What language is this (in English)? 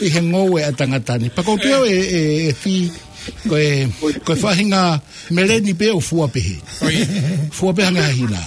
Tongan